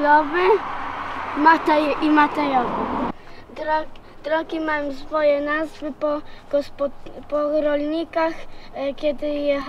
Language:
Silesian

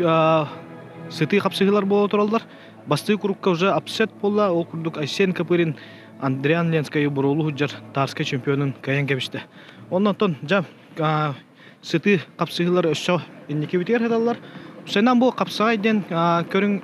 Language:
Yakut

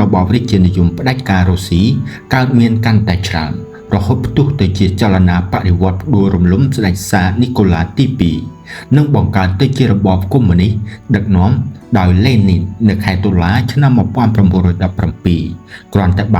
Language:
Khmer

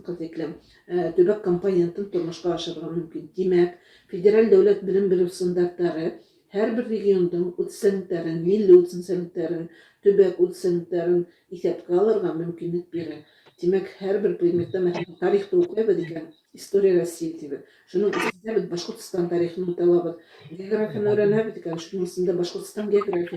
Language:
Bashkir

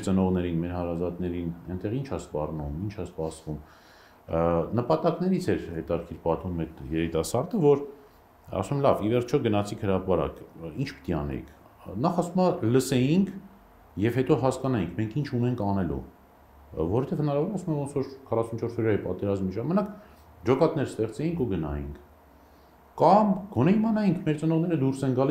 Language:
Armenian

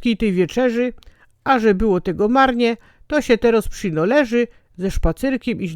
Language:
Silesian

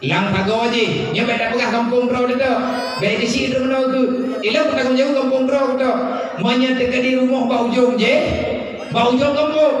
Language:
Achinese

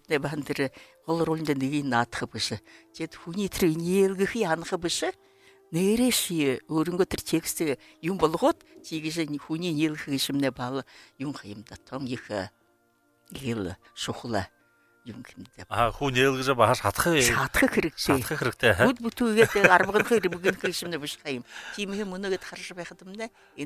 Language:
Buriat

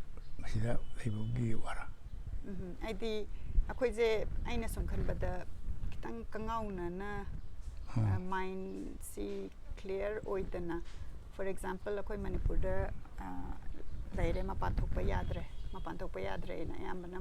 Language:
Manipuri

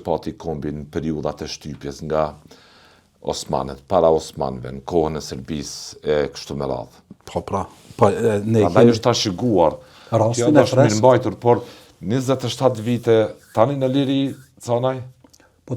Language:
Albanian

